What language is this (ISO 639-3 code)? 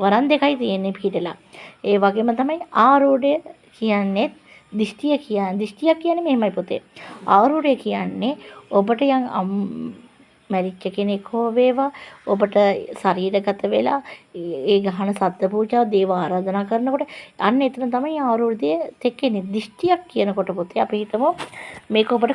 sin